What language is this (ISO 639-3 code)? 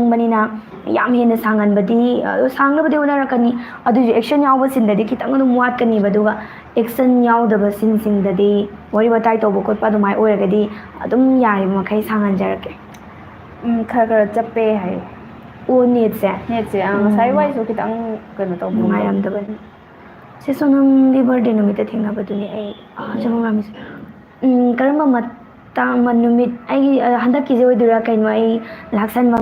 mni